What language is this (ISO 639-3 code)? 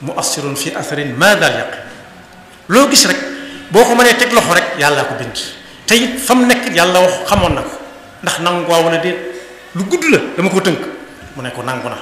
wol